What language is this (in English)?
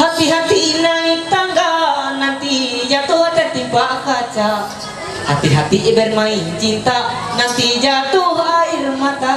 Ma'anyan